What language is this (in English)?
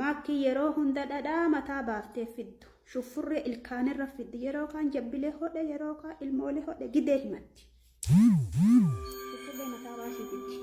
Oromo